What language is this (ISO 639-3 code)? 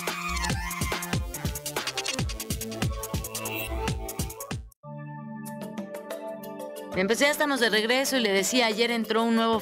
spa